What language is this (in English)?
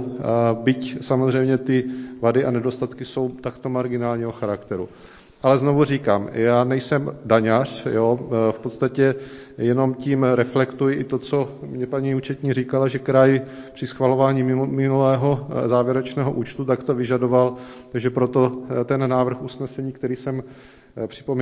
Czech